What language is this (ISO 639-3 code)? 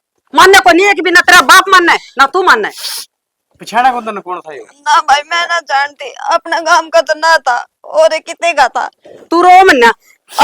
bgc